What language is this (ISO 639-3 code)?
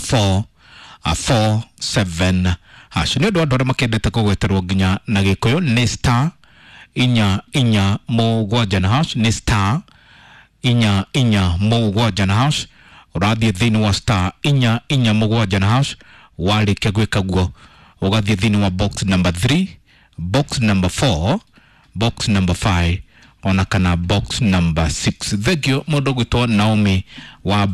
kik